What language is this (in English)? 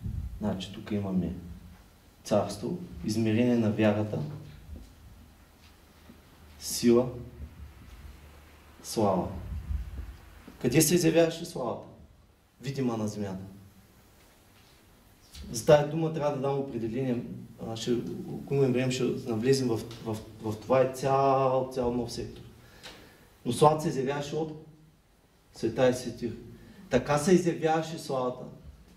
Bulgarian